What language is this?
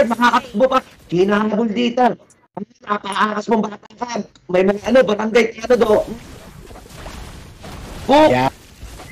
Filipino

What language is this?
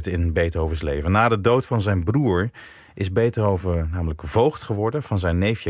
Dutch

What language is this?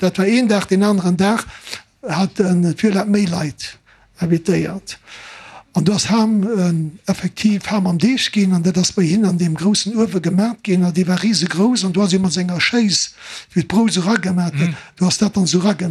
Luxembourgish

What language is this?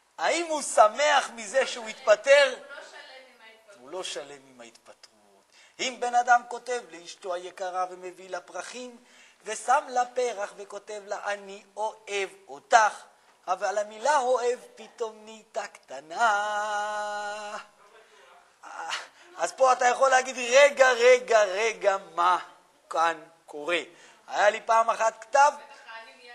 Hebrew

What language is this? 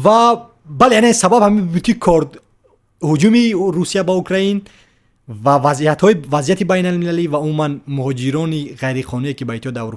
Tajik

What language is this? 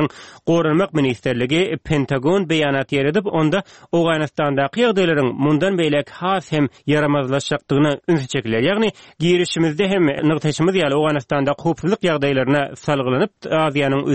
Turkmen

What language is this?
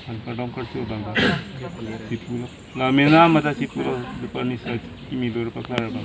Karbi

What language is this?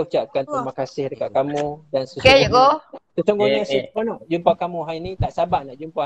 Malay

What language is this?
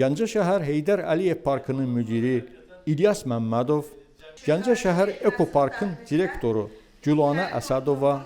Azerbaijani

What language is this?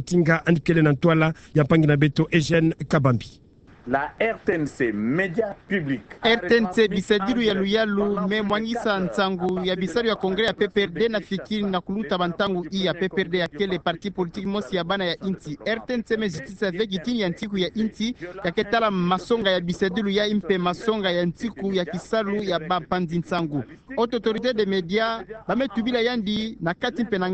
Kituba (Democratic Republic of Congo)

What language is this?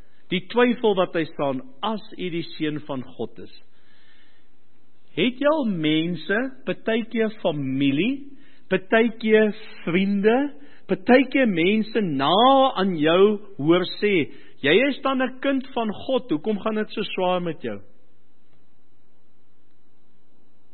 Afrikaans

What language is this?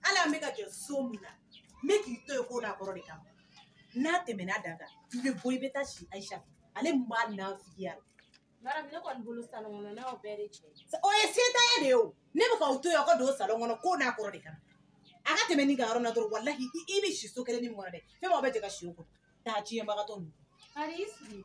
Bambara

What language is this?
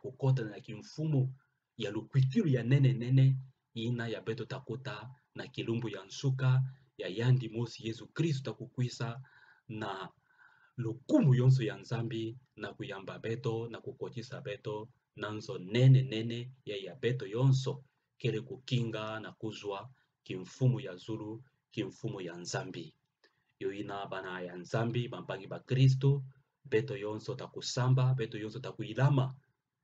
Kituba (Democratic Republic of Congo)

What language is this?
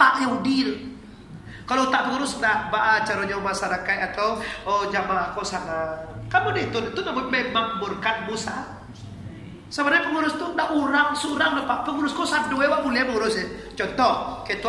Minangkabau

